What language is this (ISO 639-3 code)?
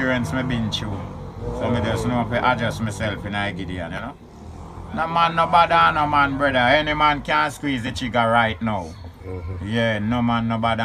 jam